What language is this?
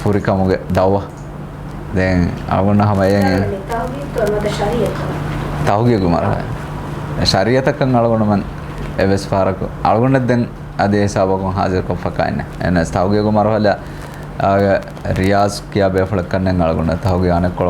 Divehi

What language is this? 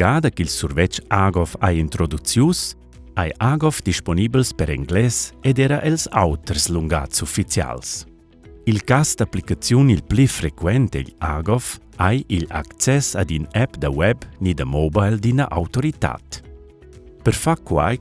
Romansh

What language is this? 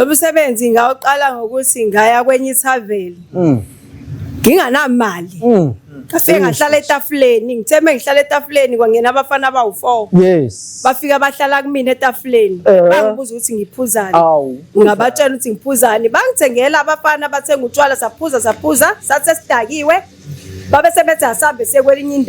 Zulu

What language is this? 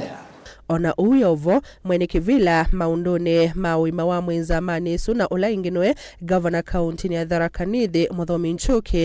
Kamba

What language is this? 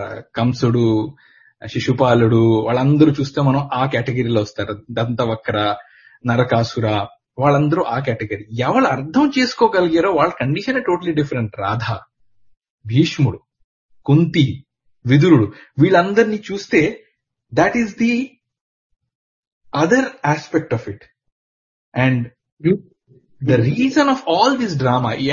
Telugu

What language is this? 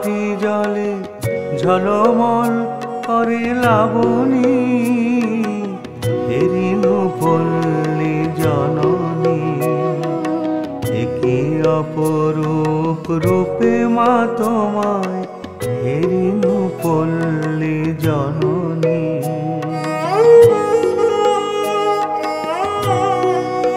Bangla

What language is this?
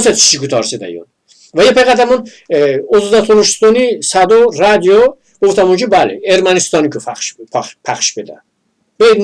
Talysh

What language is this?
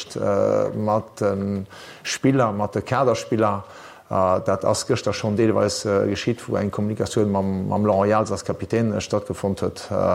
Luxembourgish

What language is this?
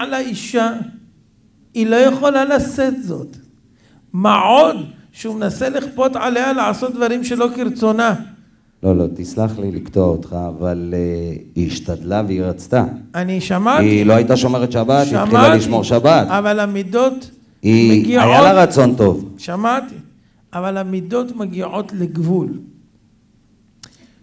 Hebrew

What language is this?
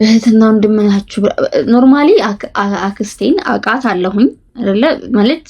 Amharic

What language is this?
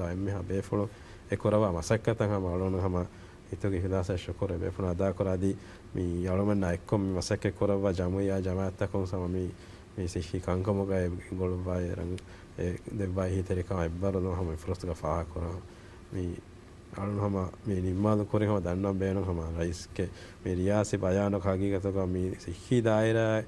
Divehi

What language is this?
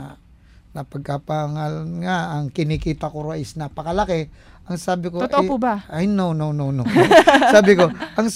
Filipino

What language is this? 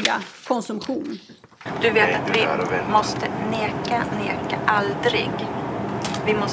Swedish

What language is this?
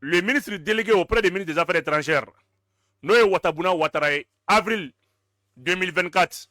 Bambara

